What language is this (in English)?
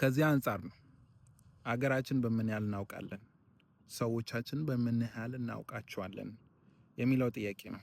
Amharic